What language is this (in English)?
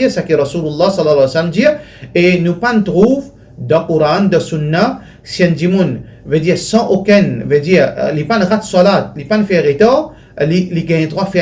Morisyen